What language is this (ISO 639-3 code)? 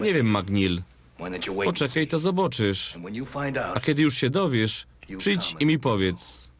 szl